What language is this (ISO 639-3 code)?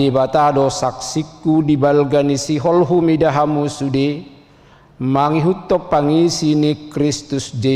bbc